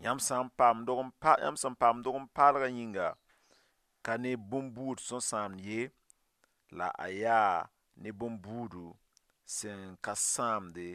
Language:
Mossi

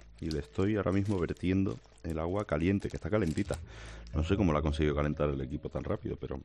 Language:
Spanish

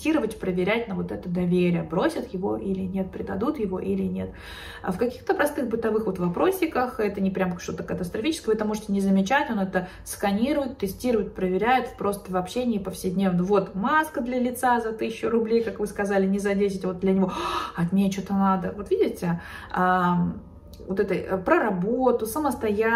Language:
Russian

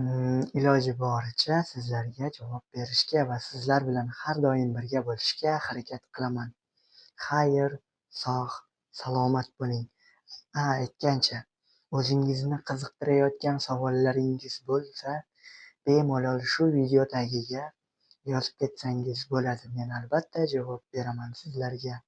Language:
Uzbek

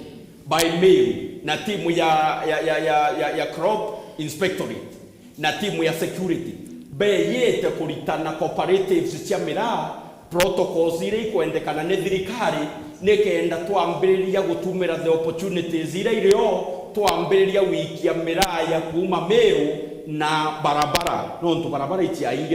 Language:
Meru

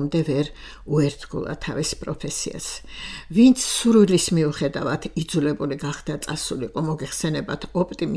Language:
Georgian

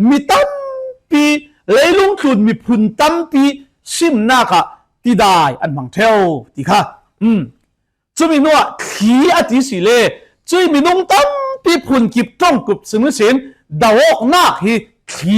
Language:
Falam Chin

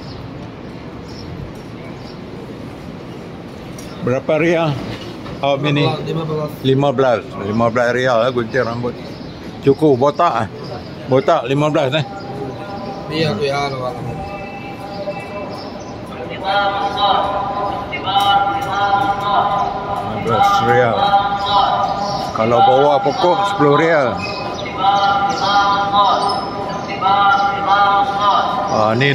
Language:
Malay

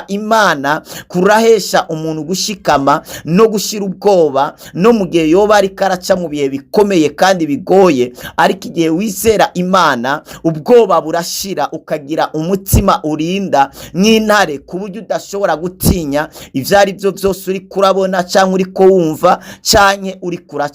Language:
Rundi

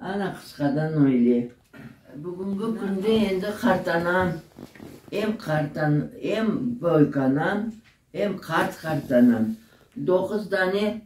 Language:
Crimean Tatar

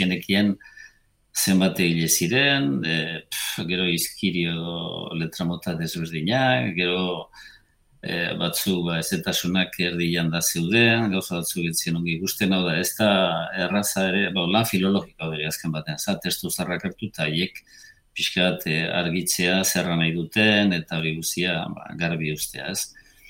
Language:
Basque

